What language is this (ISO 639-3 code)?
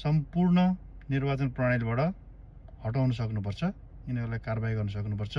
nep